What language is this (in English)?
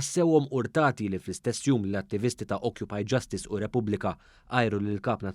Maltese